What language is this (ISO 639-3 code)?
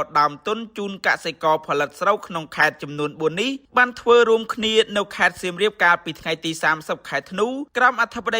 khm